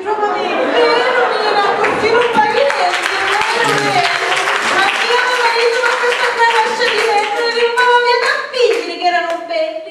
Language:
Sicilian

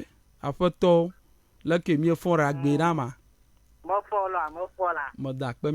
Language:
Ewe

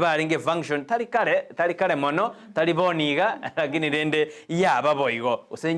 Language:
Gusii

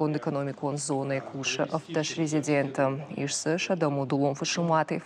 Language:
Ossetic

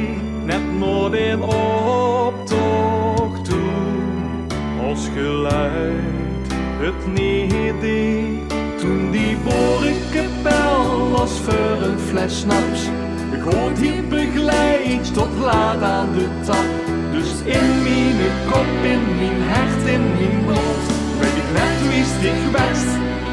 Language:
Limburgish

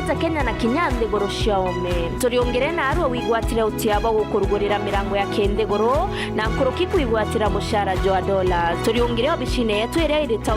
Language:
Meru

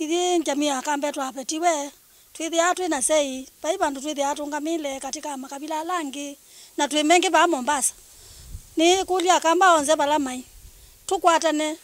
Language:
Kamba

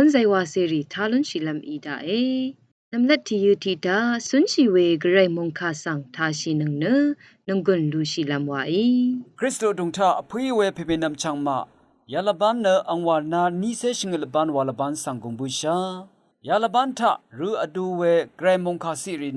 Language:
Rawang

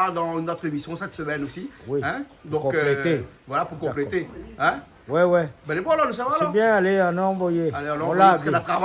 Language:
Réunion Creole French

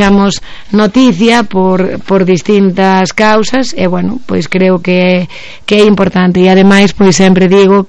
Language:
Galician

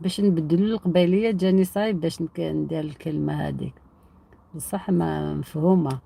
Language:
Algerian Arabic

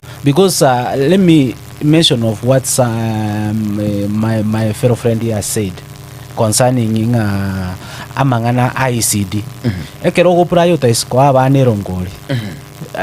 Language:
Gusii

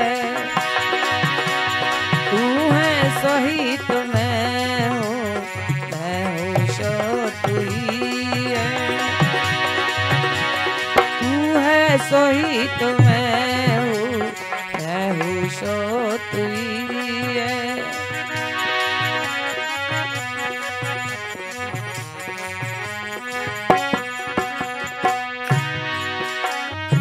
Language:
Hindi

